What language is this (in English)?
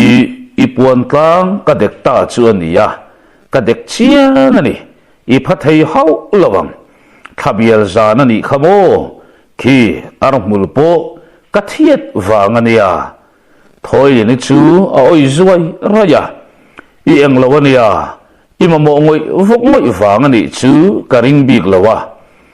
Mizo